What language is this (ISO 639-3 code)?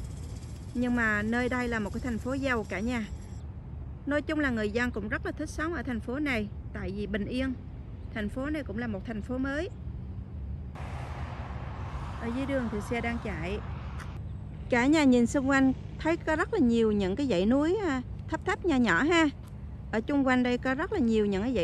vie